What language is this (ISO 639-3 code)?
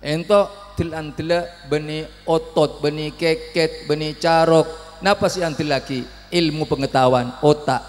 mad